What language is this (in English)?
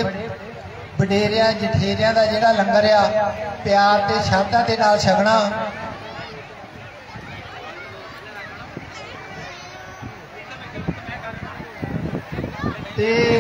Punjabi